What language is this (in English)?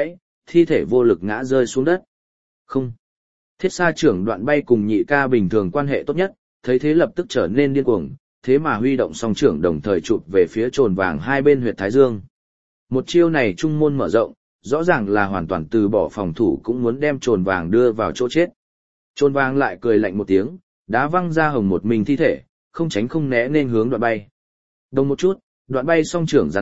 Vietnamese